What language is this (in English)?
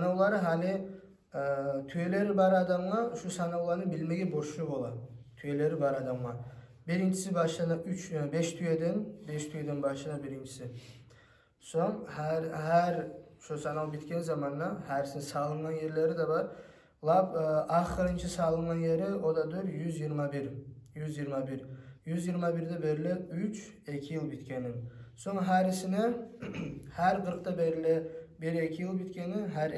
Kumyk